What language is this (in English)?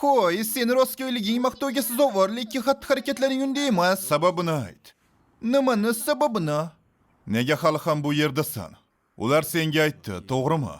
Uzbek